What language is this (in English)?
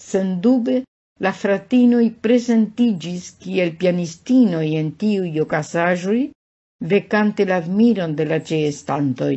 Esperanto